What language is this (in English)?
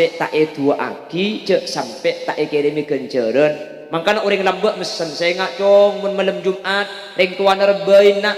Madurese